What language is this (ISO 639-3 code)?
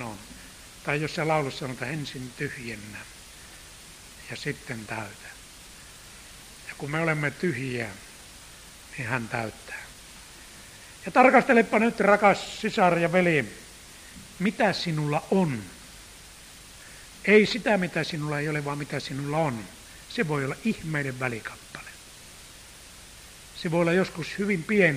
fin